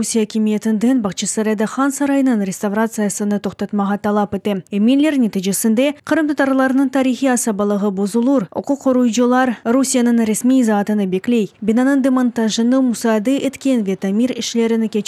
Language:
Crimean Tatar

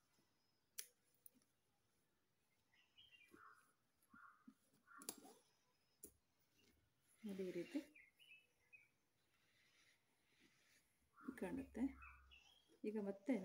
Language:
Kannada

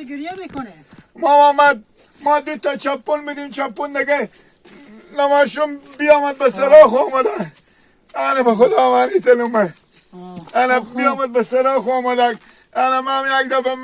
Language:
Persian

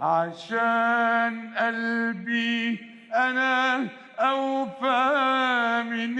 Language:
Egyptian Arabic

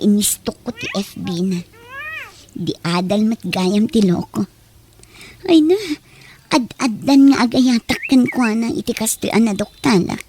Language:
Iloko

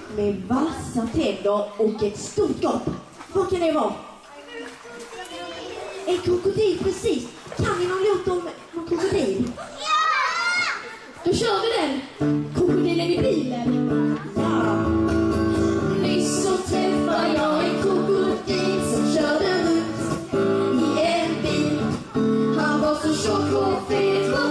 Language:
Swedish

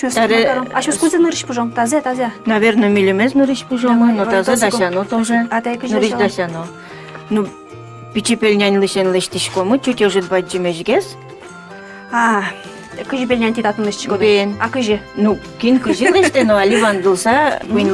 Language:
Udmurt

